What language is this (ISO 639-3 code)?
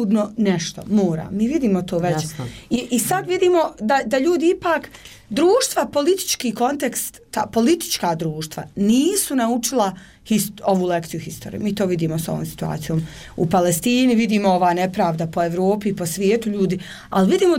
bos